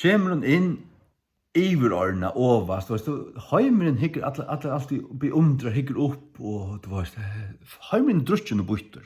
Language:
Faroese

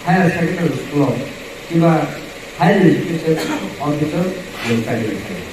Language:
Kok Borok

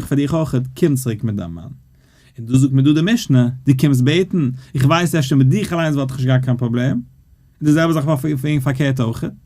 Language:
Yiddish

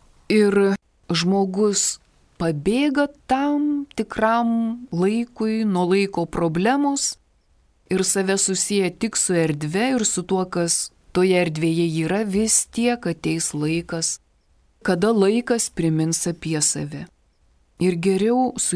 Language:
Lithuanian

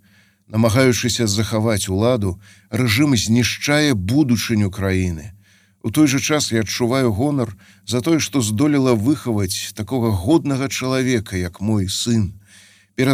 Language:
Belarusian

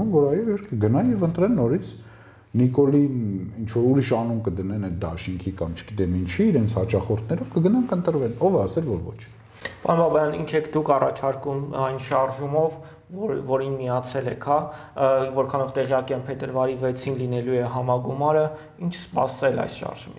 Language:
Armenian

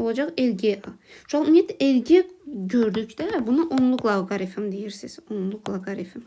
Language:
Azerbaijani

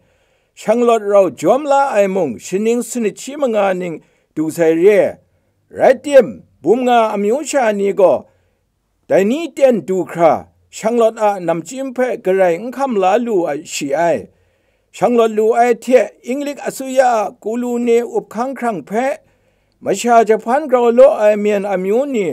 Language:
Kachin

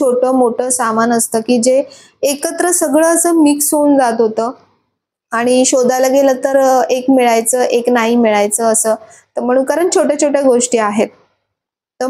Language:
Marathi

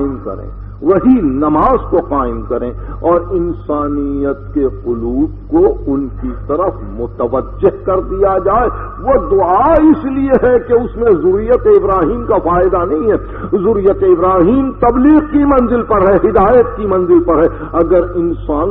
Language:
Urdu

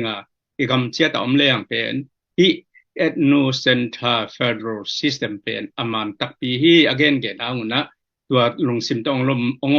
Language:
Tedim Chin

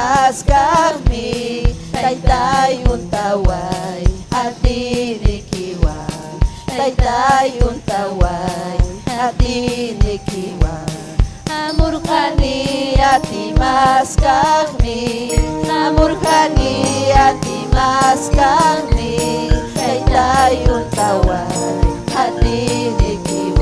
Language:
Ayacucho Quechua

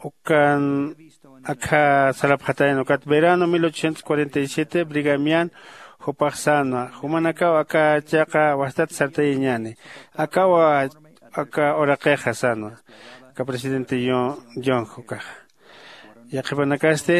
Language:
Aymara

